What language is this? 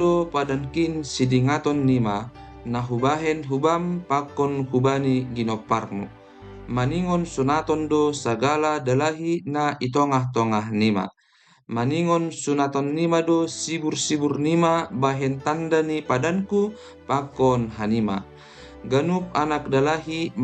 Batak Simalungun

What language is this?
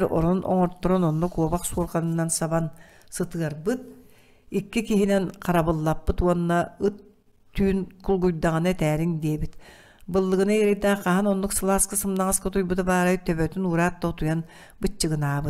Yakut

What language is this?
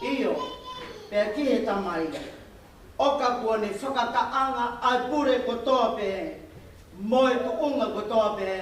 Tongan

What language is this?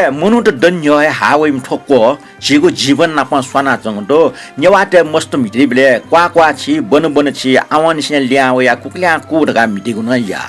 Newari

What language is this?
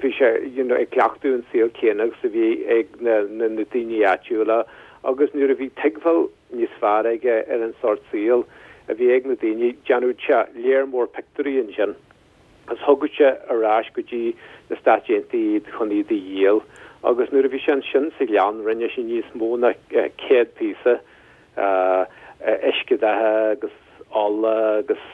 Irish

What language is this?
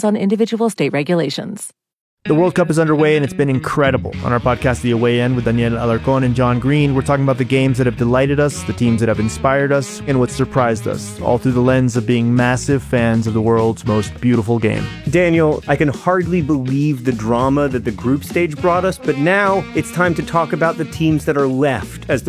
English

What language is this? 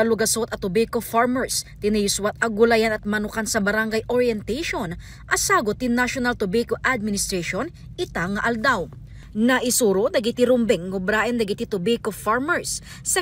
Iloko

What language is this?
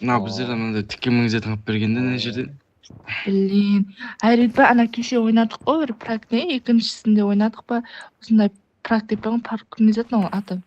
Kara-Kalpak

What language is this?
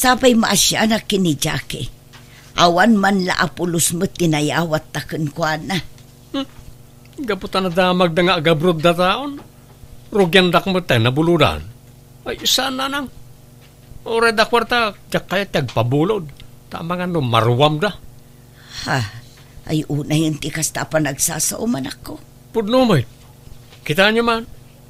Iloko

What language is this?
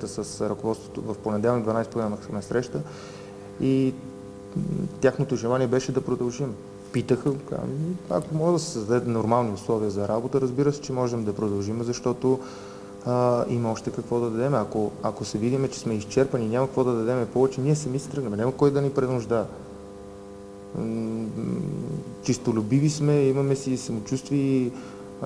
Bulgarian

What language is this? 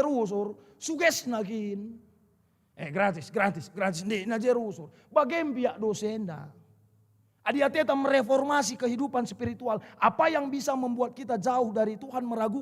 Batak Karo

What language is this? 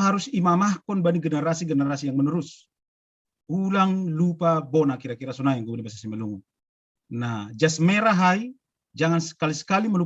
Batak Simalungun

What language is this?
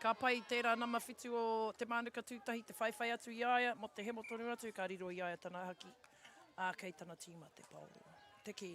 Māori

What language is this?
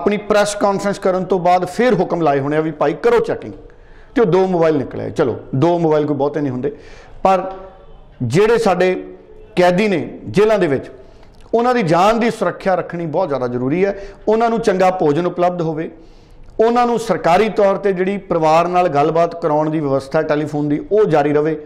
Punjabi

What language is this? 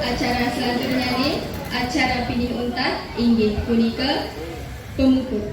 Balinese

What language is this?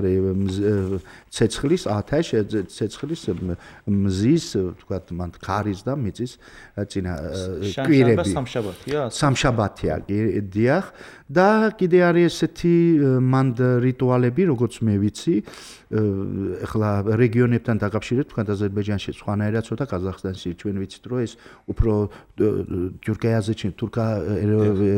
Georgian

